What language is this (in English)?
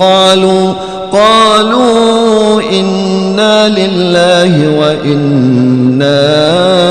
Arabic